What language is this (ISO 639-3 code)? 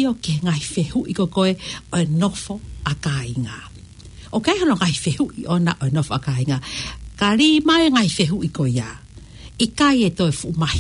ton